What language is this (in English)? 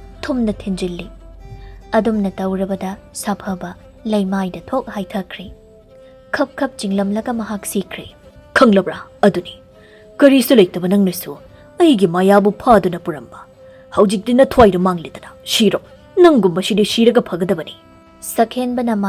Manipuri